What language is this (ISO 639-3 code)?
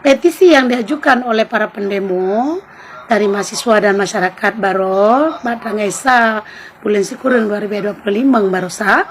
ace